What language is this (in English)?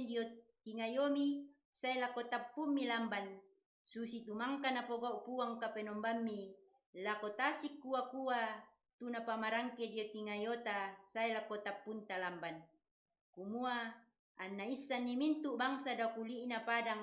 Toraja-Sa'dan